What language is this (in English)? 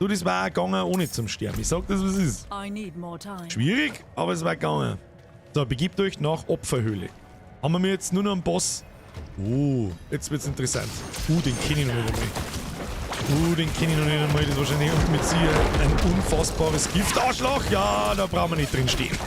Bavarian